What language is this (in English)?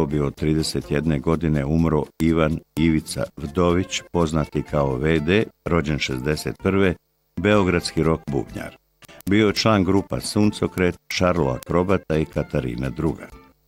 Bosnian